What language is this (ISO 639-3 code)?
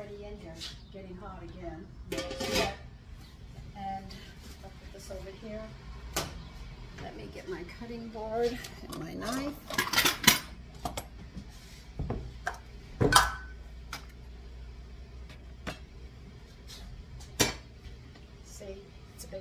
eng